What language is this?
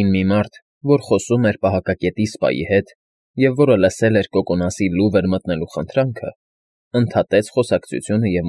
Armenian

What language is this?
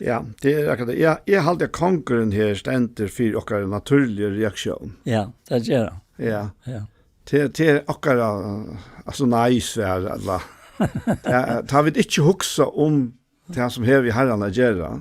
Faroese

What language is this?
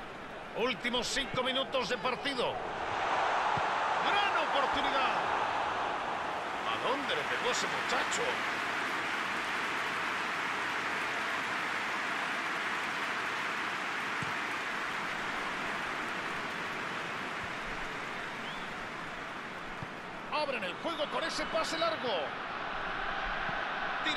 Spanish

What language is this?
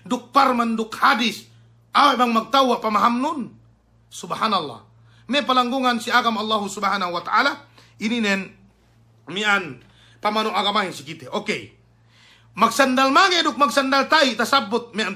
Yakan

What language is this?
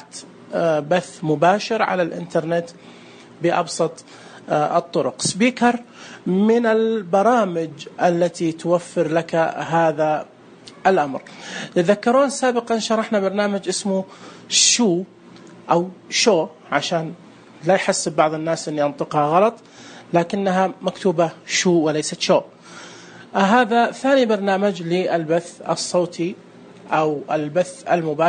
Najdi Arabic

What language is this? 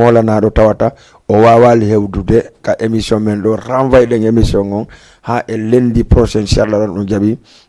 Fula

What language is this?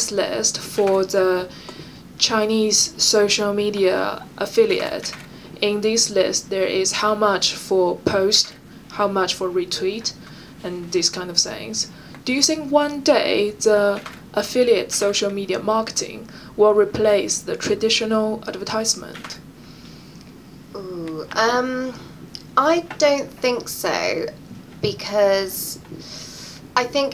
English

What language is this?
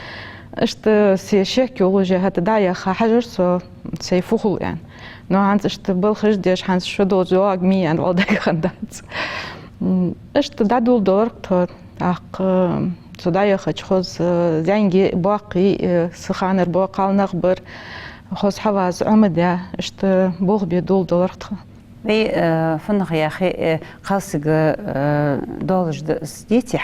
Ingush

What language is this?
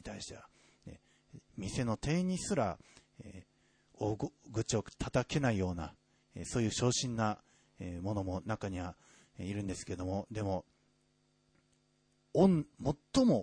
Japanese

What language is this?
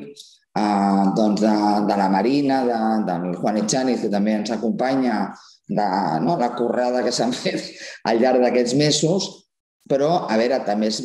Catalan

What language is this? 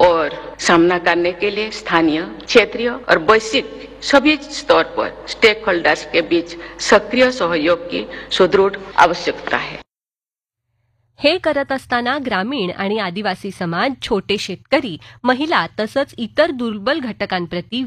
Marathi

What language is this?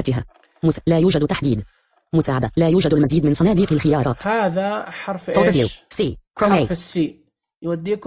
Najdi Arabic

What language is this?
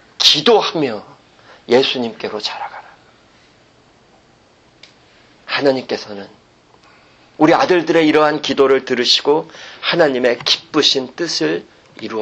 Korean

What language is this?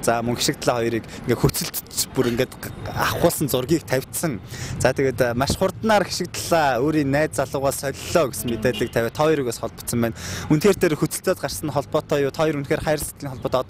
Mongolian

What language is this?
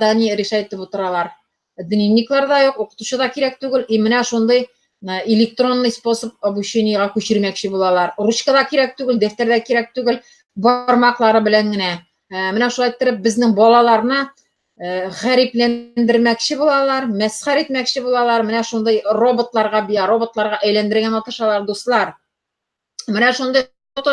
Tatar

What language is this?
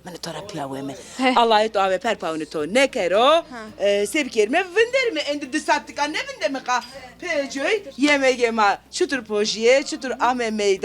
Zaza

